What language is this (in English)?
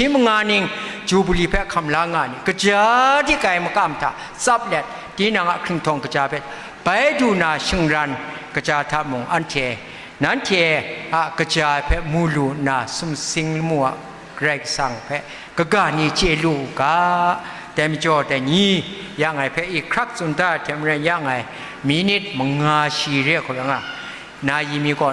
Kachin